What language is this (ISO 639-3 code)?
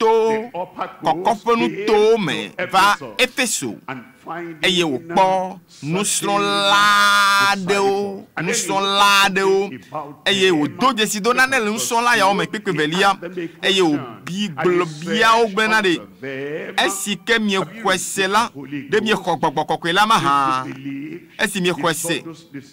ewe